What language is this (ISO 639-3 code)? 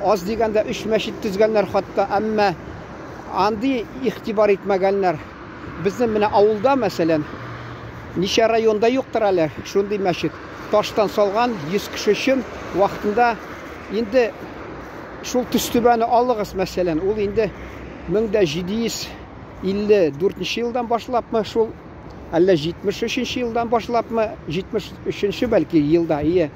tat